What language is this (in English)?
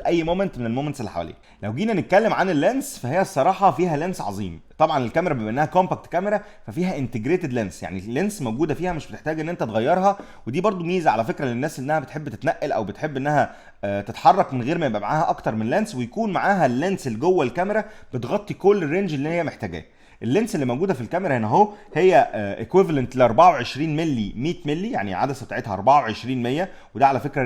Egyptian Arabic